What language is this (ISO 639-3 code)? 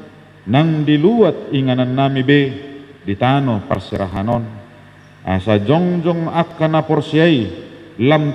bbc